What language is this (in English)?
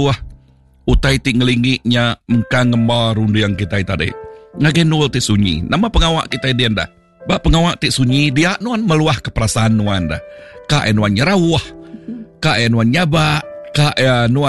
Iban